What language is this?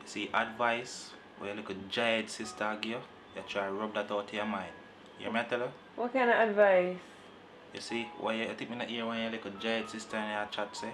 Jamaican Creole English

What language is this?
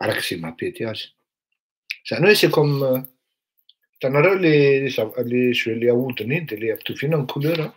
Malagasy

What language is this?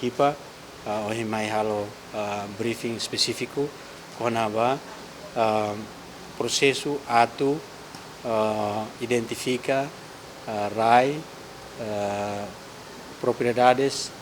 Tetum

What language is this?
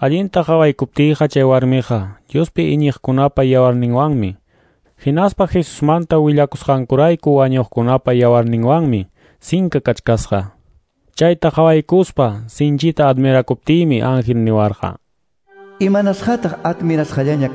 Ayacucho Quechua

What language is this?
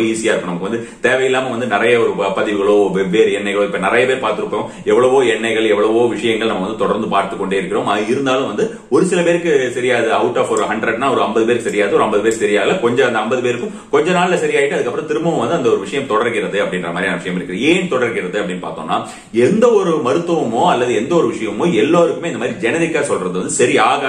Tamil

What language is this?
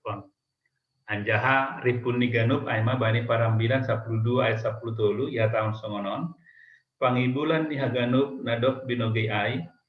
Batak Simalungun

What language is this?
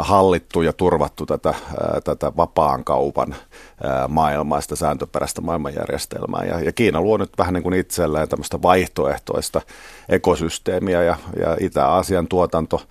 Finnish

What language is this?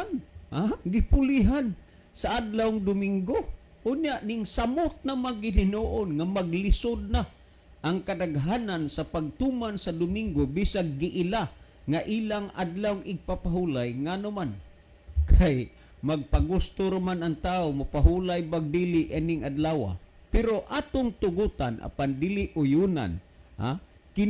Cebuano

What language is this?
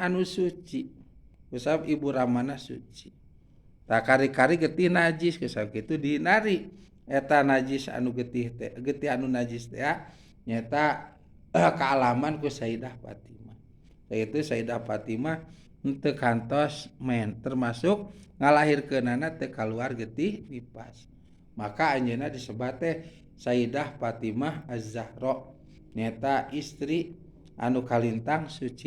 Sundanese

